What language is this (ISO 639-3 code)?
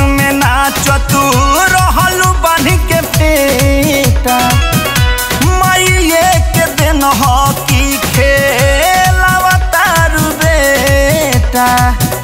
bho